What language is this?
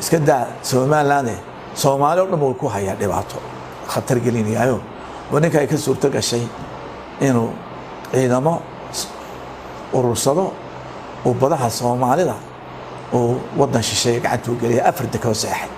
Somali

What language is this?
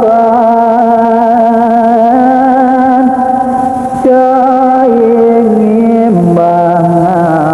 Balinese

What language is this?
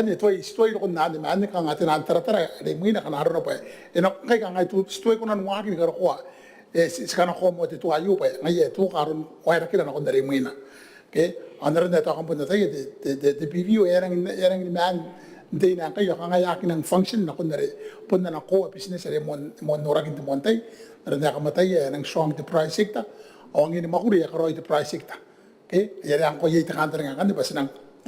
Gilbertese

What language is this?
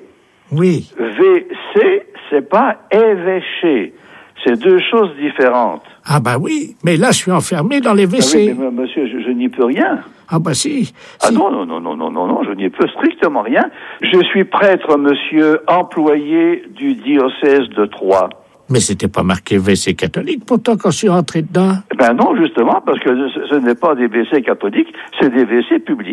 French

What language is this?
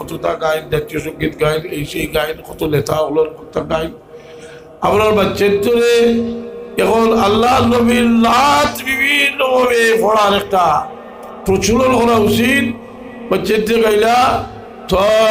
Sylheti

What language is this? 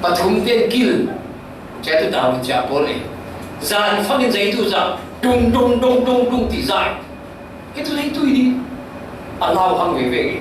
Falam Chin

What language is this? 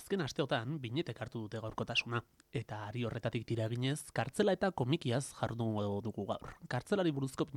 Basque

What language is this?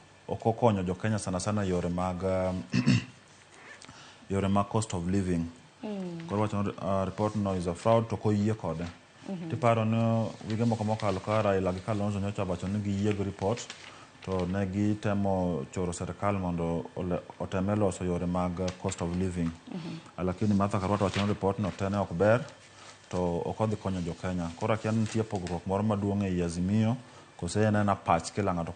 Luo (Kenya and Tanzania)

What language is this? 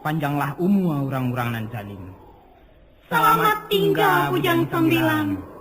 Minangkabau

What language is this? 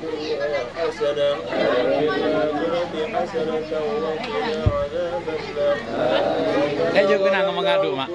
Achinese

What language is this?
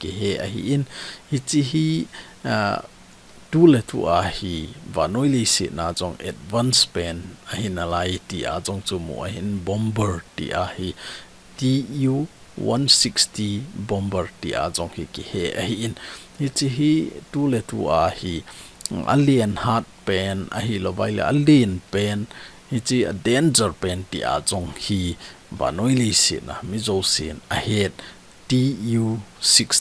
Thado Chin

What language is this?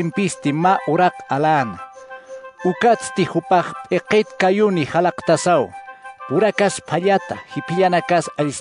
Aymara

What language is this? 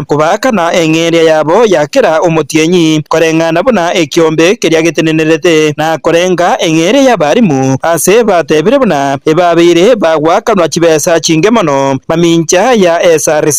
Gusii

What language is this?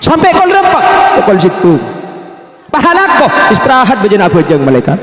Madurese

